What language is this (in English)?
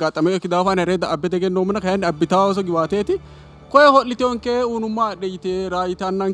Sidamo